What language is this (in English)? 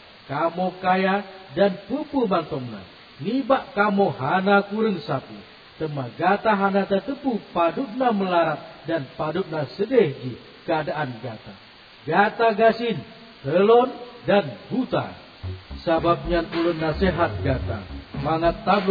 Achinese